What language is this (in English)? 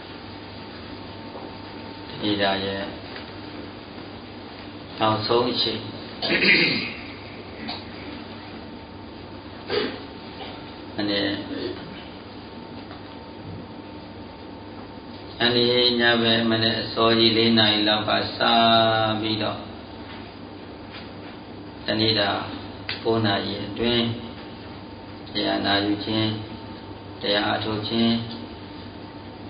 Burmese